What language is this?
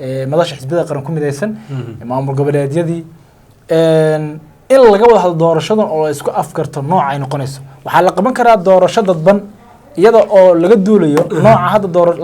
Somali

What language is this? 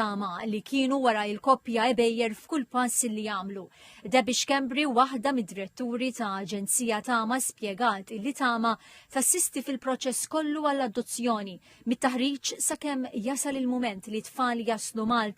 Maltese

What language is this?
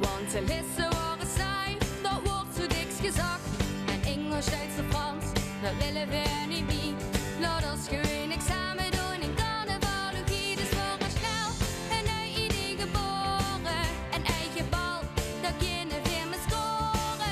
Limburgish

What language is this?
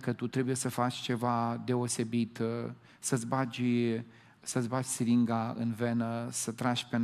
Romanian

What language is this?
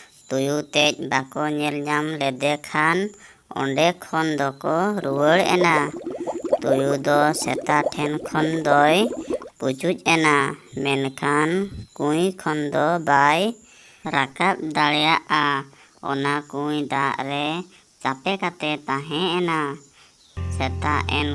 Santali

